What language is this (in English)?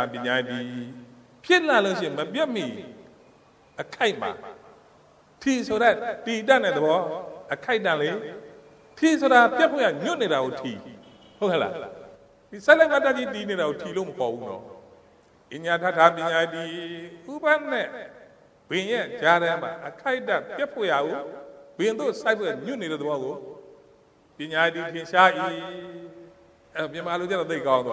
Burmese